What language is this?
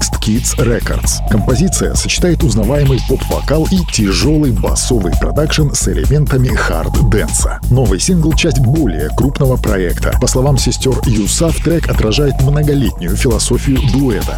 Russian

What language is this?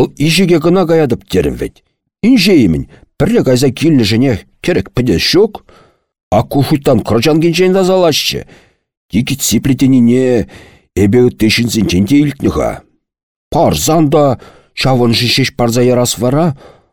Chuvash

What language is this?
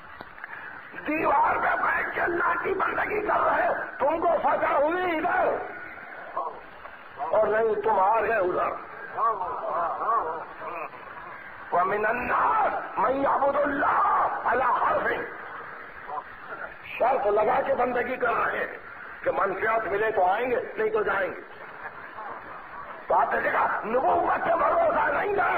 Urdu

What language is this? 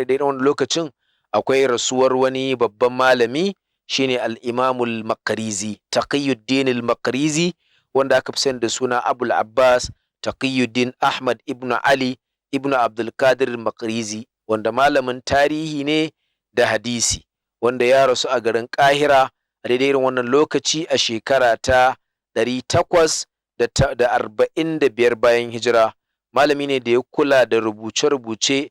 Hausa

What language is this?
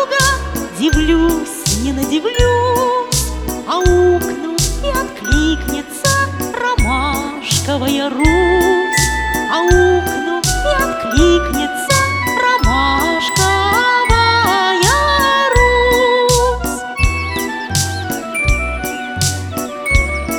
Russian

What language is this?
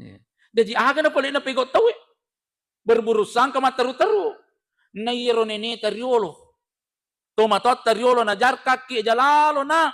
Buginese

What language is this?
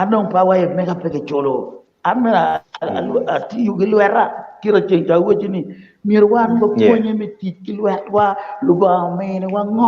Acoli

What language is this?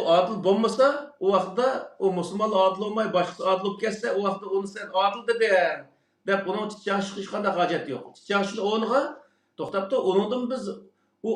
Uyghur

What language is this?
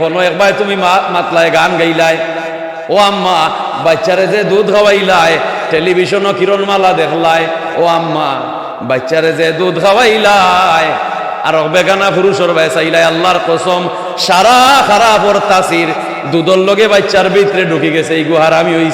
Sylheti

